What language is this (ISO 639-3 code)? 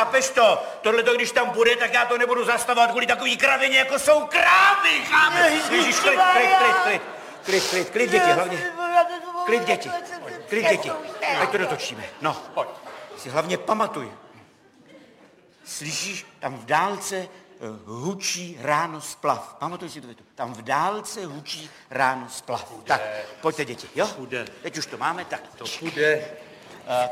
ces